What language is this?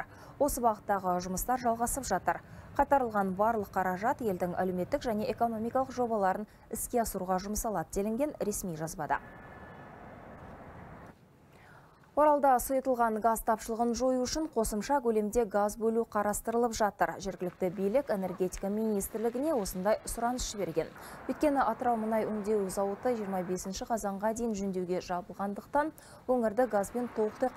Kazakh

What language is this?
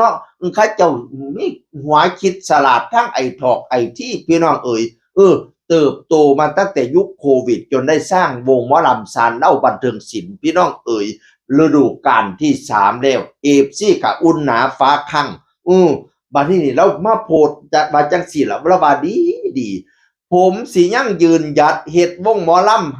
Northeastern Thai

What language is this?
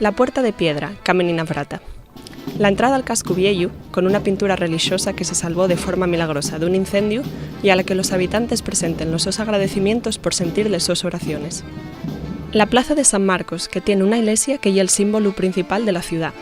Asturian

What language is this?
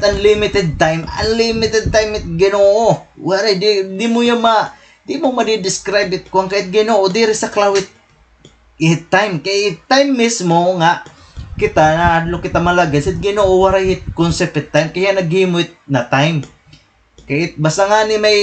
Waray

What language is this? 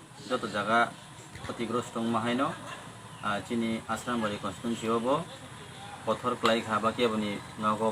Kok Borok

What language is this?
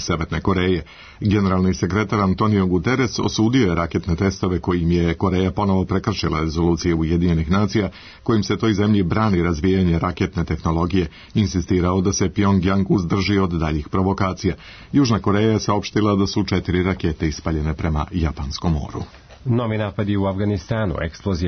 Serbian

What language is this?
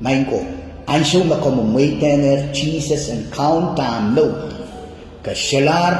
Pohnpeian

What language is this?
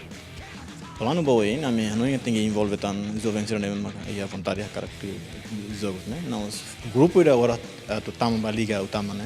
Tetum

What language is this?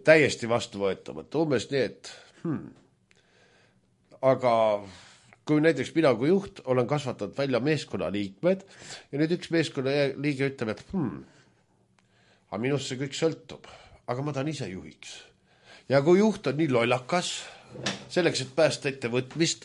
Estonian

